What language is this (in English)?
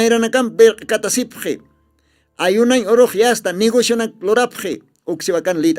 Aymara